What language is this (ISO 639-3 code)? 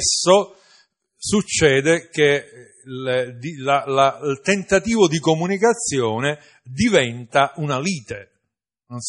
ita